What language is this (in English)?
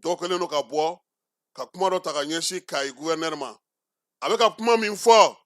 Bambara